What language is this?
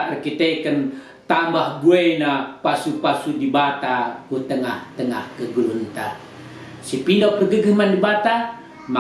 Batak Karo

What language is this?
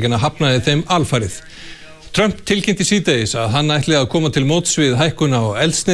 Icelandic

